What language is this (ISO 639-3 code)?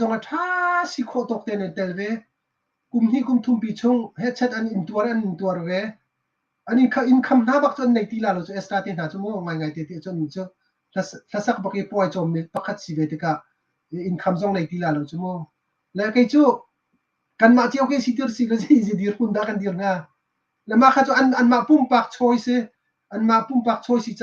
cnh